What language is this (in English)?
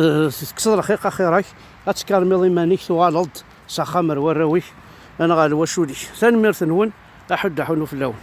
Kabyle